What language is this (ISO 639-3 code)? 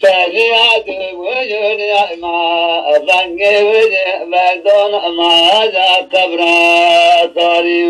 zza